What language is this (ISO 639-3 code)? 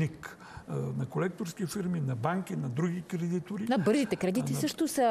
bul